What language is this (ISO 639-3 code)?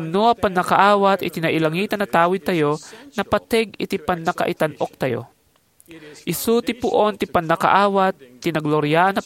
ilo